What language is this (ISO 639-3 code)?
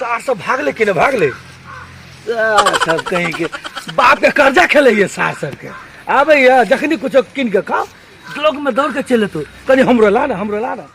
mai